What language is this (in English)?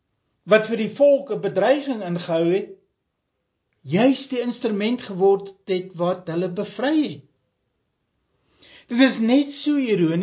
Afrikaans